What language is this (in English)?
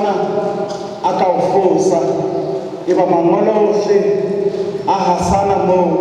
Southern Sotho